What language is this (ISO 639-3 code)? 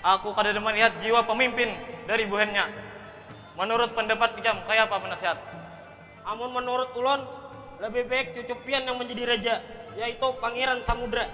bjn